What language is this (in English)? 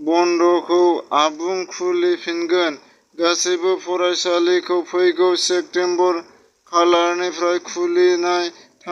Bodo